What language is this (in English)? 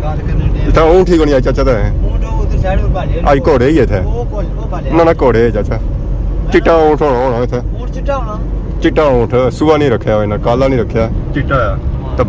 Pahari-Potwari